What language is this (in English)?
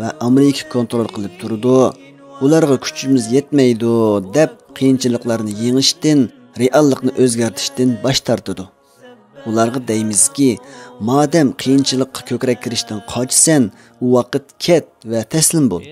Uyghur